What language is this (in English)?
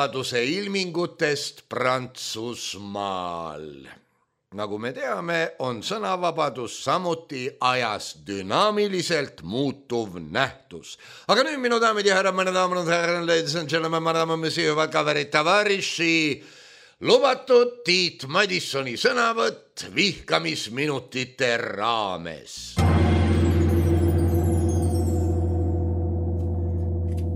Estonian